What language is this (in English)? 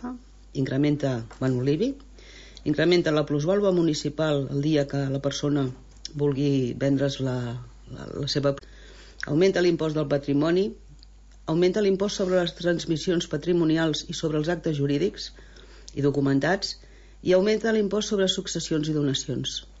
Catalan